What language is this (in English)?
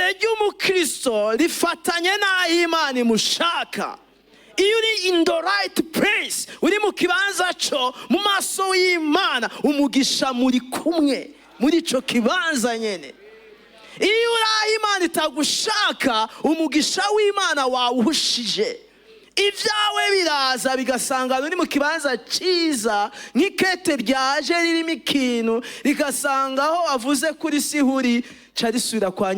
Rundi